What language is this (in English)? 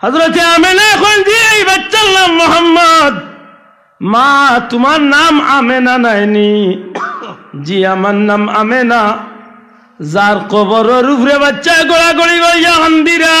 Sylheti